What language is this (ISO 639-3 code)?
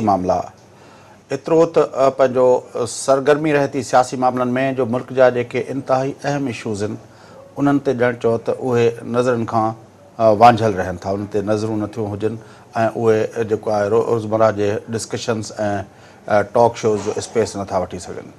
snd